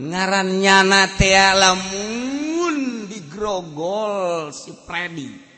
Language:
Sundanese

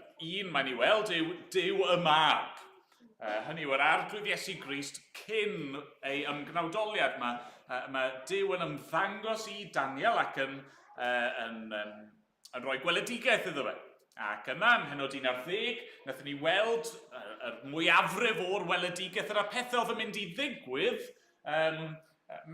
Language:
Welsh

